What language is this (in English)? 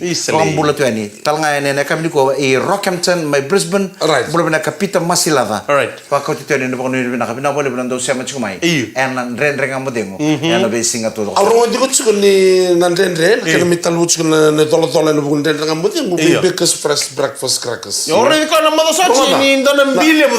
Fijian